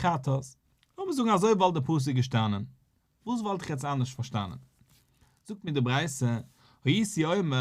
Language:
Yiddish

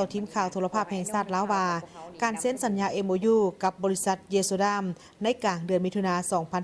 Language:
Lao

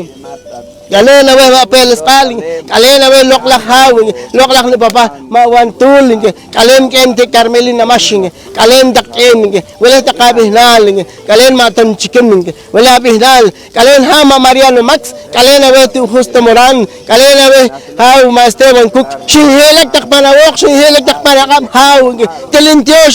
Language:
Poqomchi'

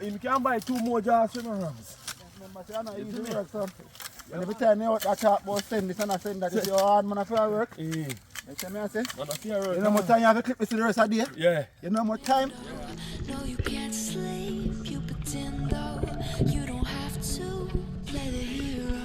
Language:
Jamaican Creole English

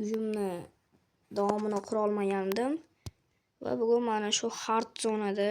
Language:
Uzbek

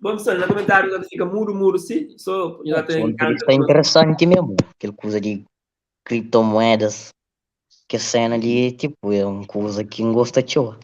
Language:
Kabuverdianu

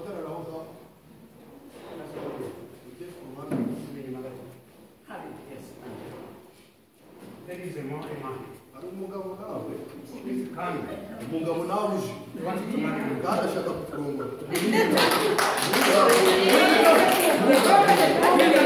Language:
Kinyarwanda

